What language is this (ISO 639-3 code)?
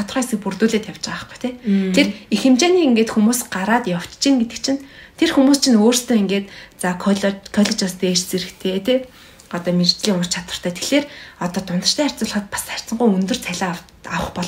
mon